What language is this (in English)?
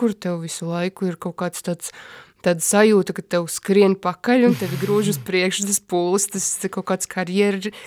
Latvian